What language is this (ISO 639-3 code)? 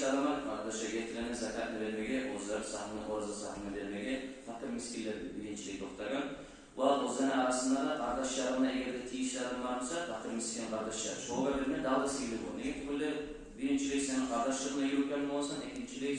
kum